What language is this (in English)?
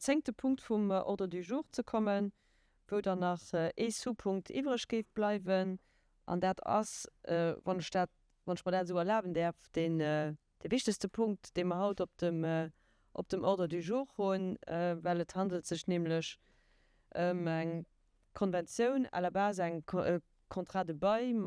Luxembourgish